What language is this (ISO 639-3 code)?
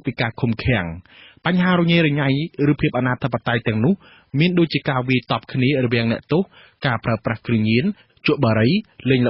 khm